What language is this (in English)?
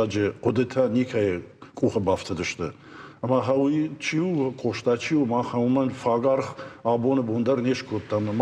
Ossetic